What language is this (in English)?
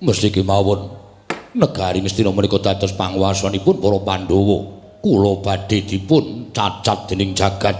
Javanese